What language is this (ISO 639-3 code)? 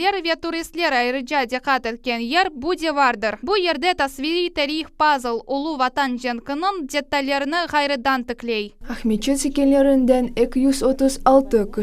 crh